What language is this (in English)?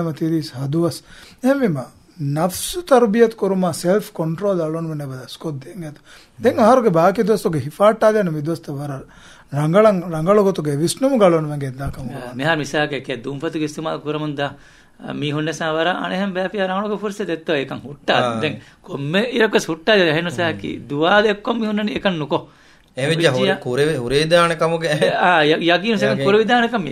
Divehi